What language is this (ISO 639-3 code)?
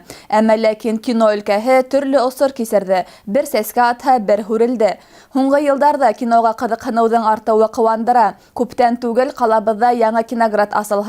bak